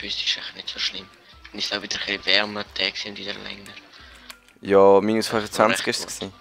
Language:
Swiss German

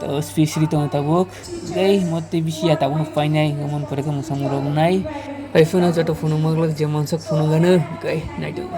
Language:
Kok Borok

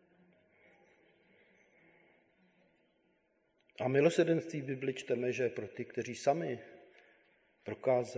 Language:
Czech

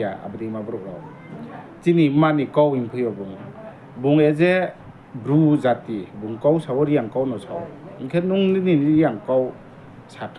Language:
Riang (India)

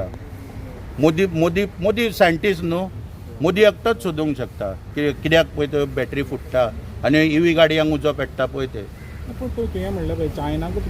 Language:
Konkani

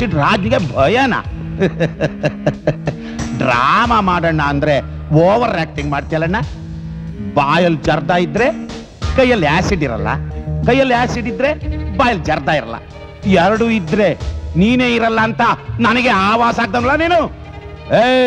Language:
Kannada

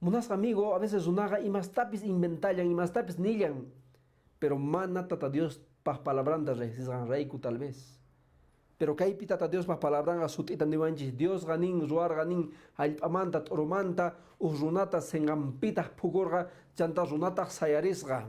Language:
Quechua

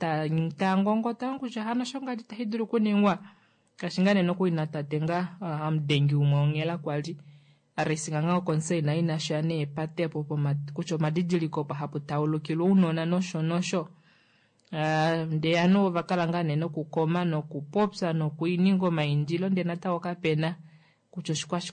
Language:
Kuanyama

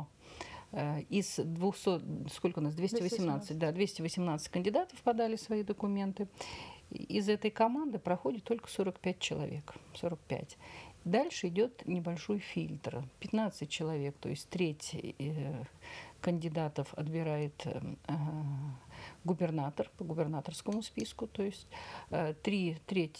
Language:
Russian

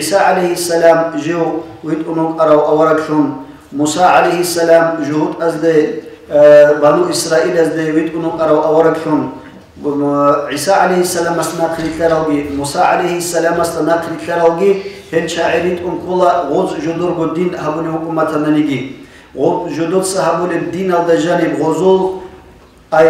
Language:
Avaric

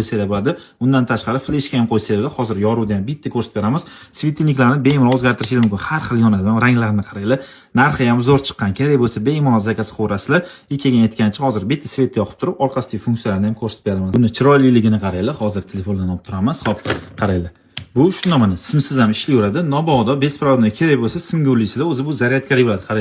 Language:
Uzbek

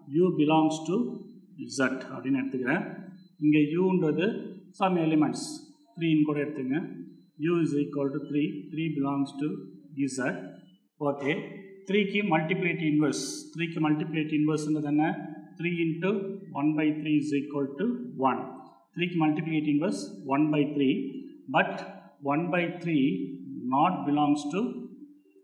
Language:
Tamil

